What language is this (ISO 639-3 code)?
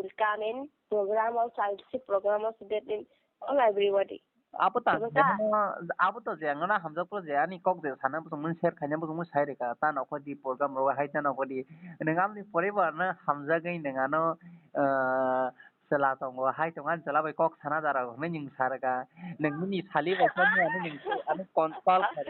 trp